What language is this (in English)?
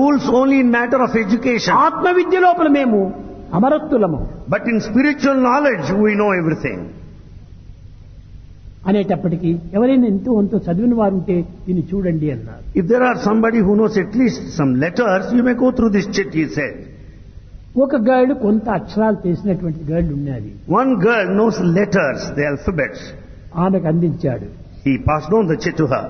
Telugu